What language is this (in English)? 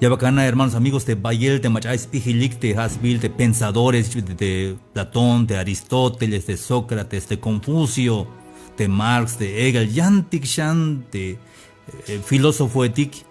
Tzeltal